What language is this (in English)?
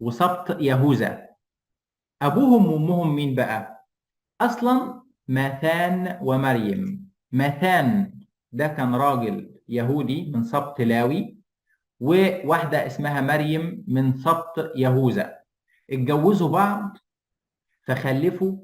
Egyptian Arabic